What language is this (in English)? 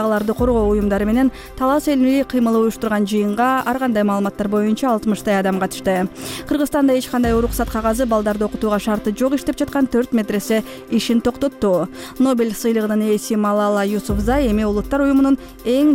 Kyrgyz